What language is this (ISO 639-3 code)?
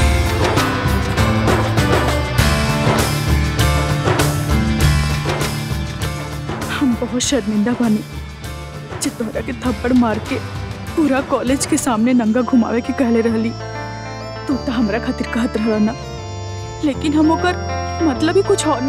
bho